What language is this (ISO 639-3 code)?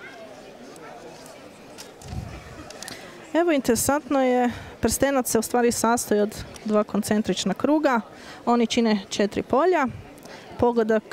hrv